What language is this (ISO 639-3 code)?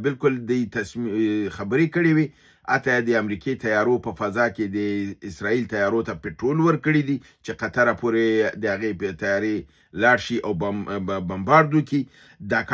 pus